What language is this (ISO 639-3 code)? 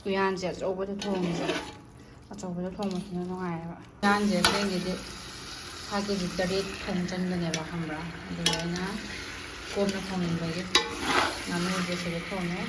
mni